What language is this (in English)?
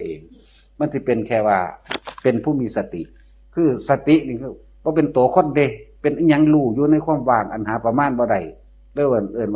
Northeastern Thai